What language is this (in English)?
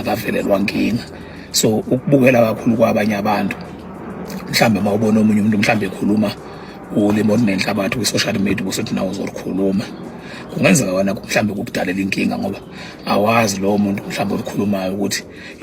Zulu